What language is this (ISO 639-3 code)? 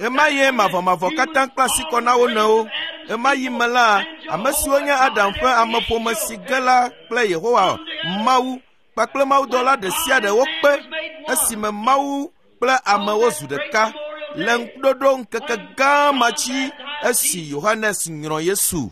ewe